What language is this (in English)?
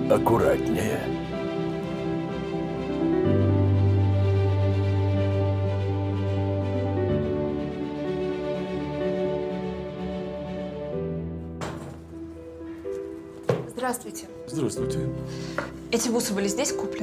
Russian